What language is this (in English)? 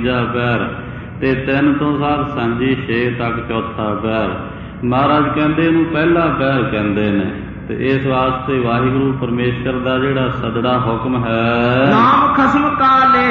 Punjabi